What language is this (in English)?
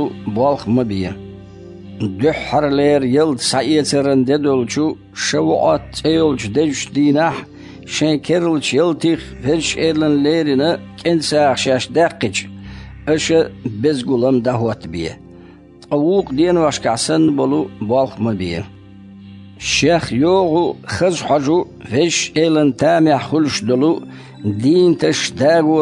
Chechen